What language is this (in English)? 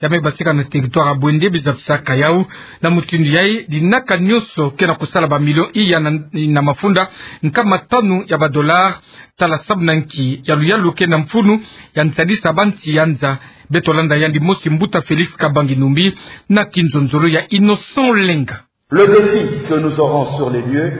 Kituba (Democratic Republic of Congo)